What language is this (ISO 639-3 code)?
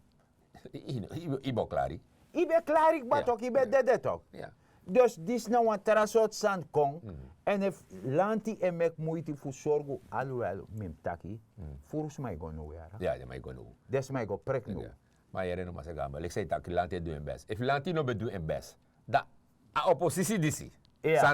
srn